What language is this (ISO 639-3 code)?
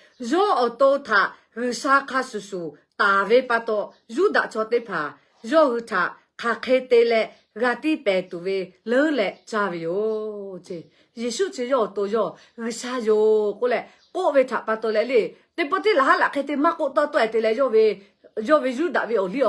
lhu